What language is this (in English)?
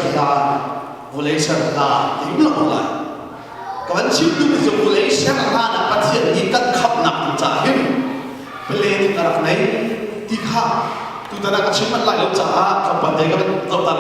Hakha Chin